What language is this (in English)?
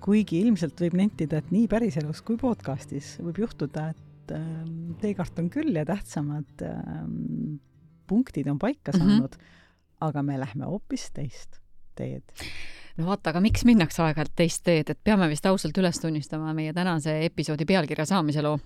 Estonian